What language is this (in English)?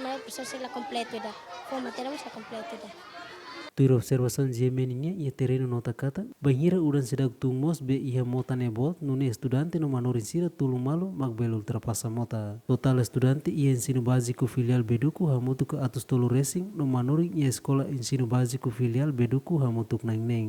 Tetum